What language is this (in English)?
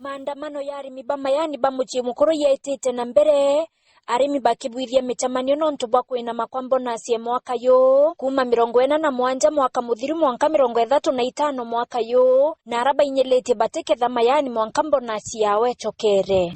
Meru